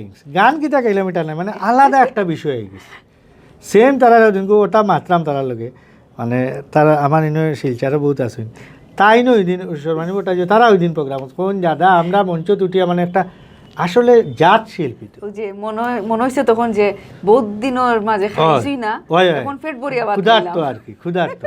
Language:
Sylheti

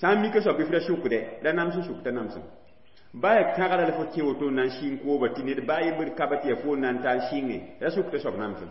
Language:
Mossi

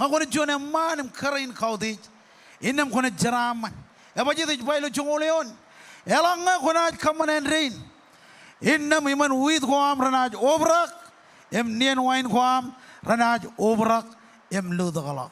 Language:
Marshallese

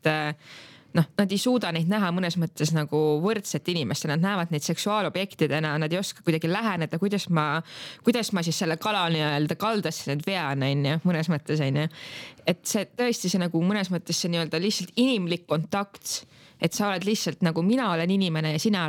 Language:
Estonian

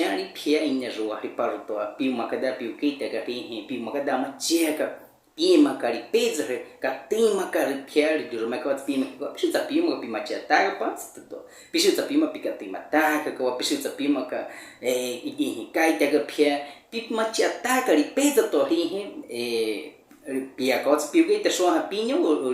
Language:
Baniwa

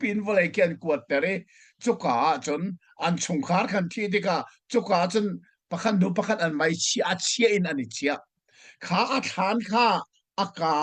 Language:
Hakha Chin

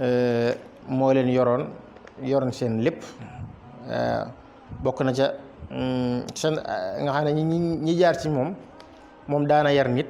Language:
Wolof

